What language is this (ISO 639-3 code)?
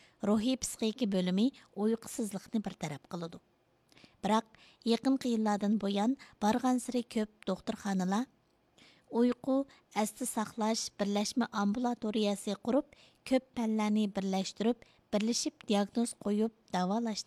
uig